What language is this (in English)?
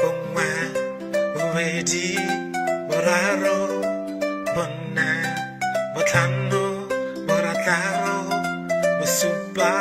Tswana